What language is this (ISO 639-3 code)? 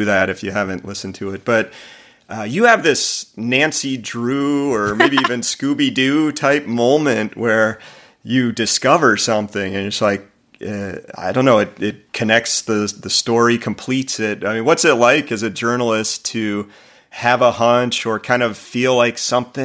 eng